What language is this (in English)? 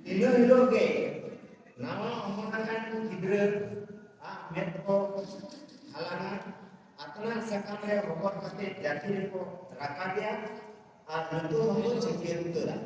Santali